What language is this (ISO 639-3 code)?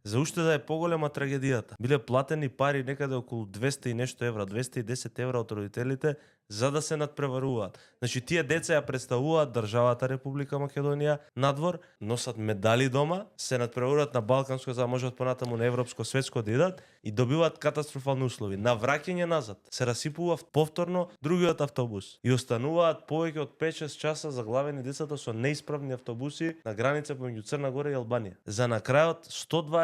mkd